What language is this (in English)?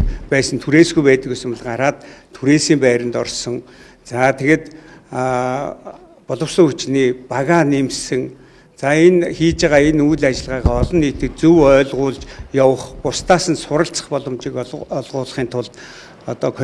Mongolian